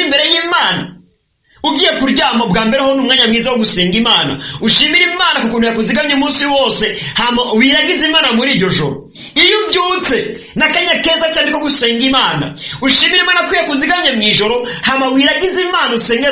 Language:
Rundi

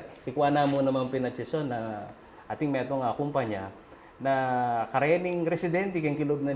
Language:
Pampanga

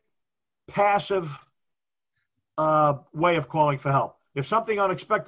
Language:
English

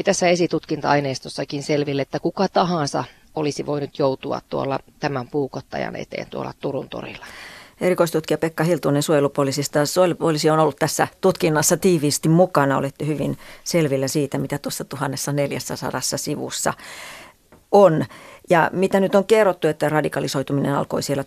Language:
Finnish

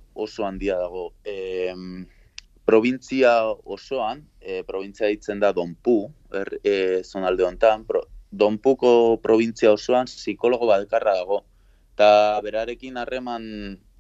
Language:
Basque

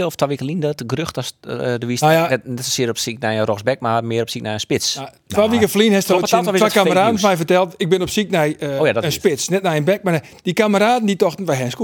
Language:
Western Frisian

